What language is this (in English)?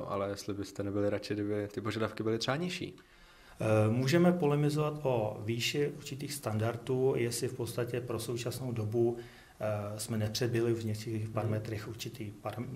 Czech